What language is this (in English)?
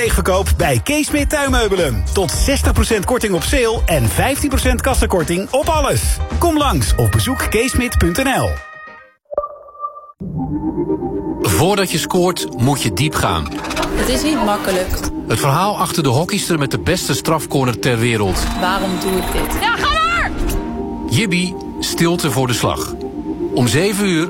Dutch